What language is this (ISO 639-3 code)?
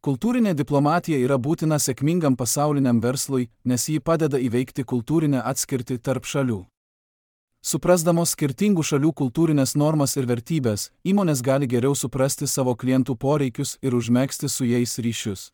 lit